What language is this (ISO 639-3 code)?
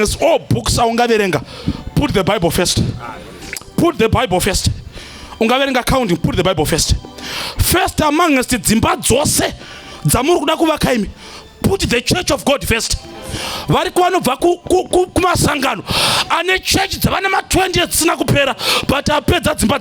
sna